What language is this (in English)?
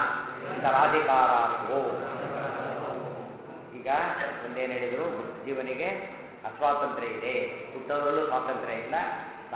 Kannada